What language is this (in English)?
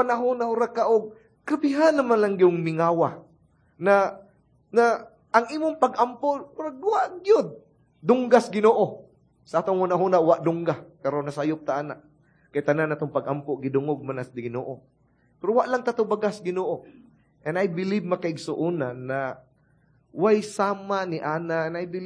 Cebuano